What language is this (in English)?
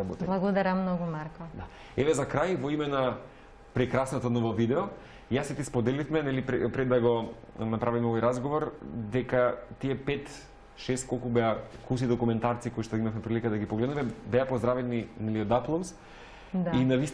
Macedonian